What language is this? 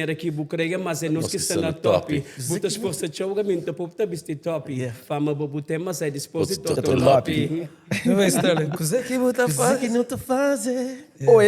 Kabuverdianu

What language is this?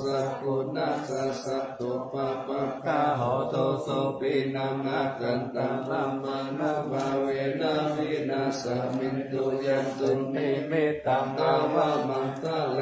Pali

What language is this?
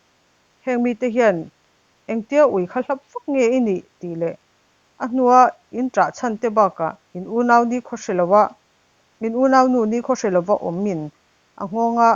Mizo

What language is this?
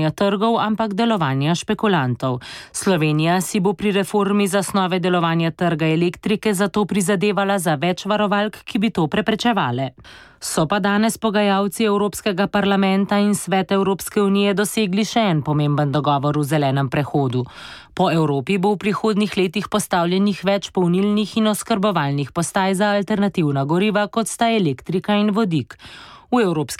Slovenian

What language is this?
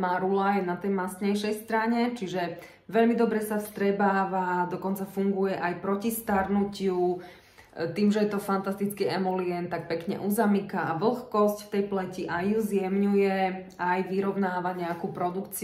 Slovak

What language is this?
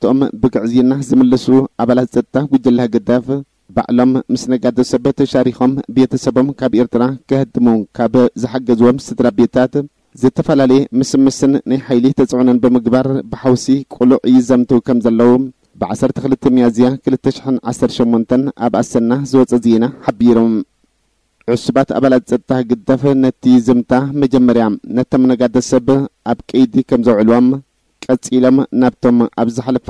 Tigrinya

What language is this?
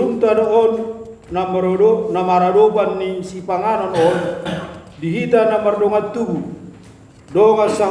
Batak Toba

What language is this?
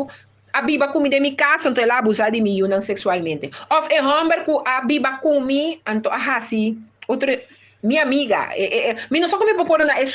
Papiamento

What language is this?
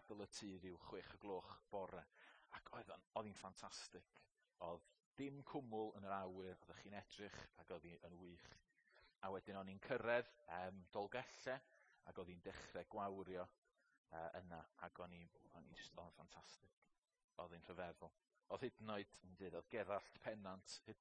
Welsh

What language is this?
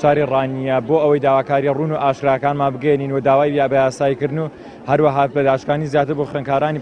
Central Kurdish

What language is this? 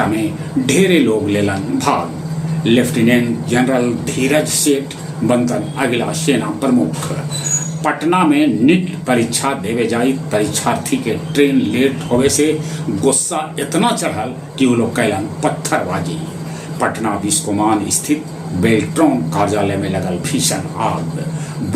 Magahi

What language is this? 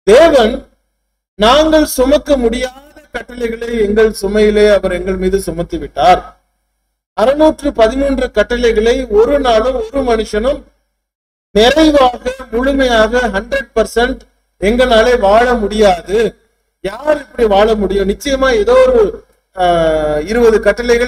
Tamil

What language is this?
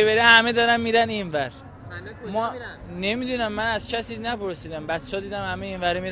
Persian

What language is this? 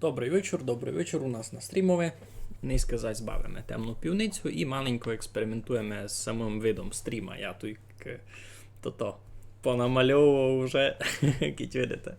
Rusyn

